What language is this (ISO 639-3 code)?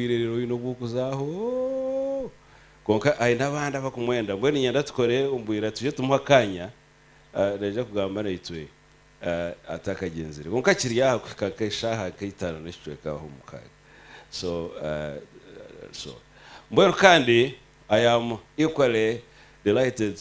nyn